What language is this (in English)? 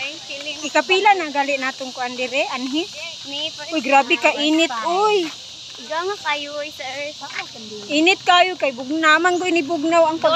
Cebuano